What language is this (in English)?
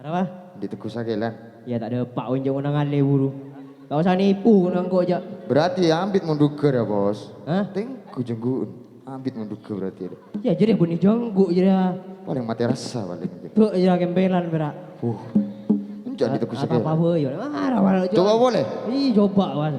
Madurese